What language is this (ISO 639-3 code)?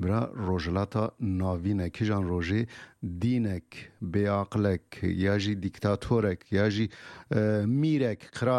kur